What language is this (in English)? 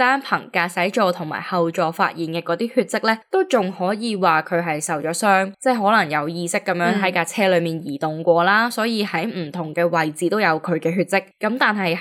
Cantonese